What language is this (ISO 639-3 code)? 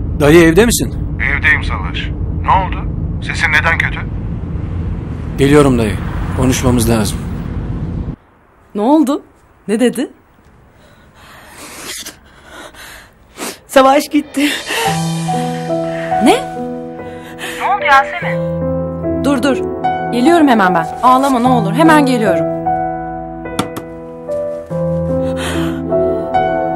tur